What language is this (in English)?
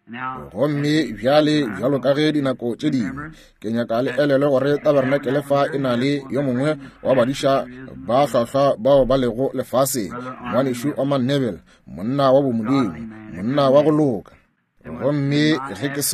Northern Sotho